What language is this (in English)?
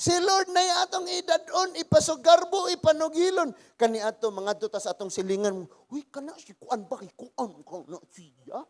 Cebuano